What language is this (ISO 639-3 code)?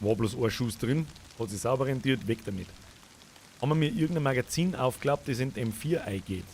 bar